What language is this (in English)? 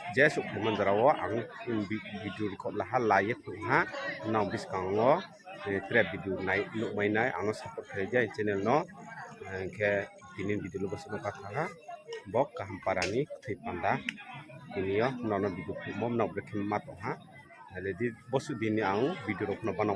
Riang (India)